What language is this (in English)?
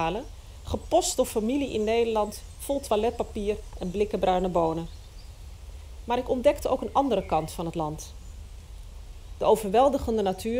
Dutch